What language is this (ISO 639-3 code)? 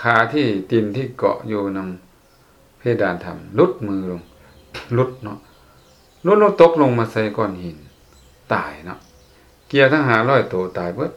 lao